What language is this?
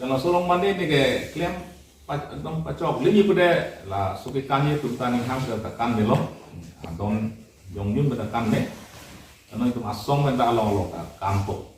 Karbi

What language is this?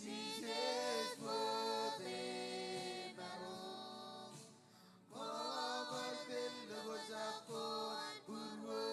Marshallese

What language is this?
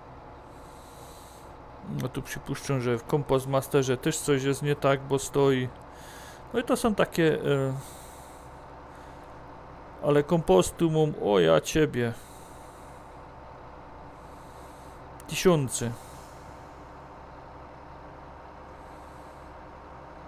Polish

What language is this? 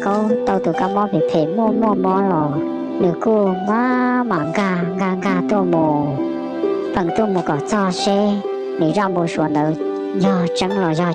Hmong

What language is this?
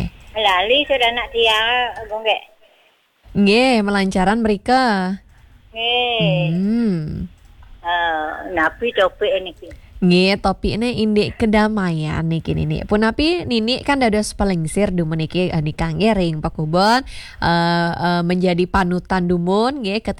Balinese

